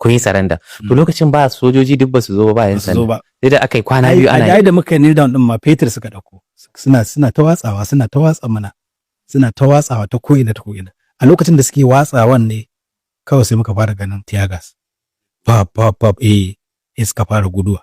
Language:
Hausa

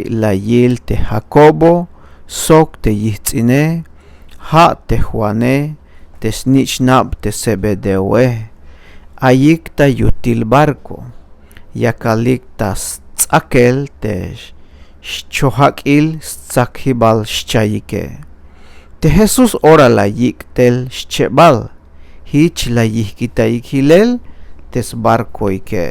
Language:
Tzeltal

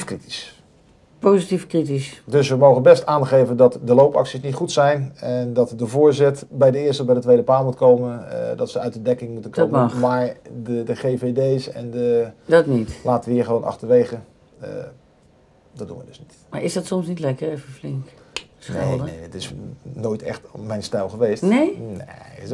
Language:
Dutch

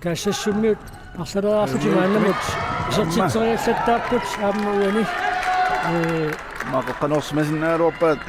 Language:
Kalaallisut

